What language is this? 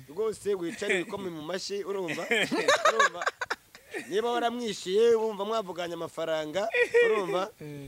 Kinyarwanda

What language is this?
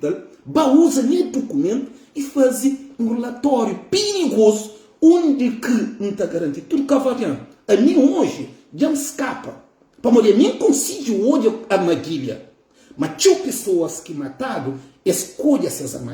Kabuverdianu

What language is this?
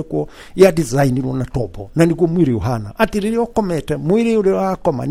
Kikuyu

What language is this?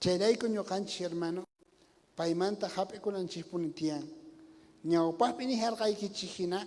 South Bolivian Quechua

